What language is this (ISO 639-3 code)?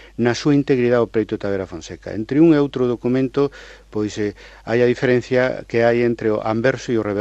glg